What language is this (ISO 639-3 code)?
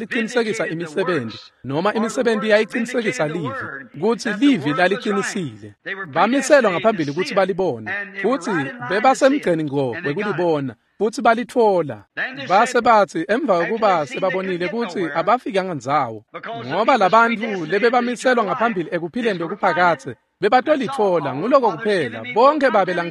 ssw